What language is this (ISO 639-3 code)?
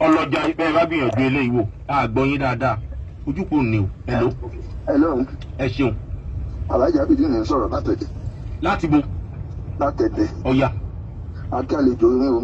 yor